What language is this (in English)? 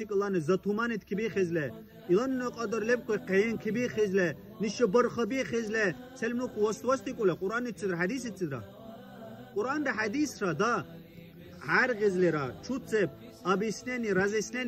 Dargwa